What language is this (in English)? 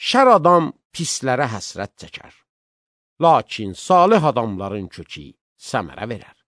Azerbaijani